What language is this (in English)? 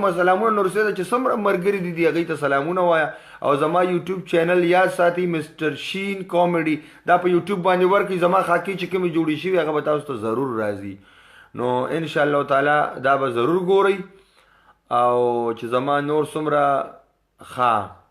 Pashto